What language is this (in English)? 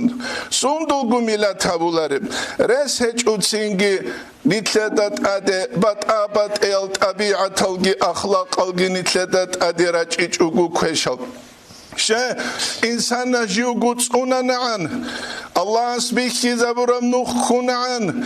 Avaric